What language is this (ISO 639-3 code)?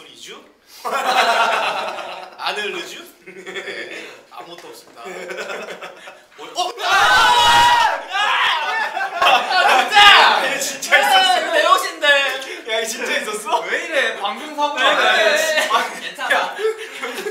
kor